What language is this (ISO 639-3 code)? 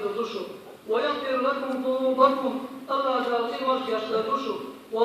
che